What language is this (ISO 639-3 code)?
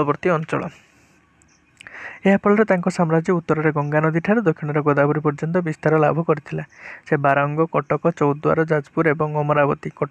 ori